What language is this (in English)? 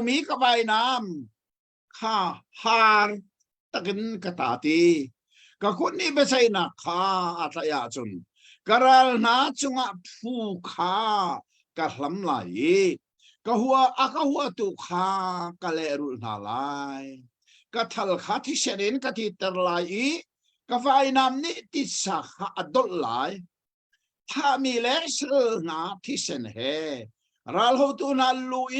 Hakha Chin